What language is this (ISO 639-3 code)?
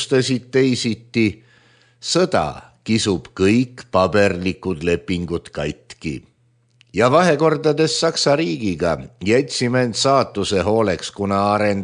est